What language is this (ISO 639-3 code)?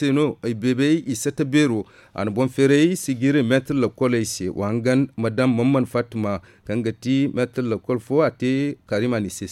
dje